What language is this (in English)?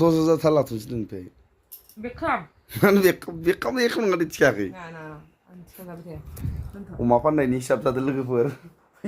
Bodo